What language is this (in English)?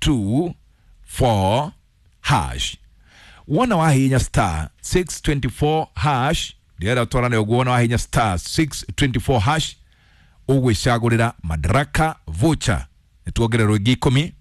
Kikuyu